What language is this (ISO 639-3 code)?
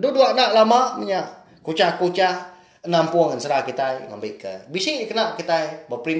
iba